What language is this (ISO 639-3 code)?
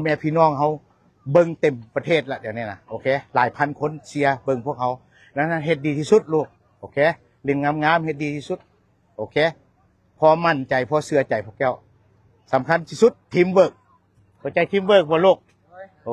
lao